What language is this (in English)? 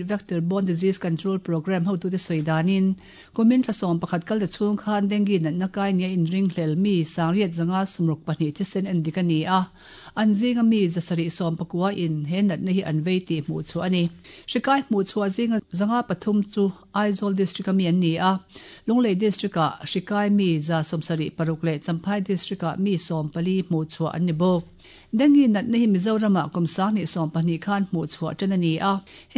Mizo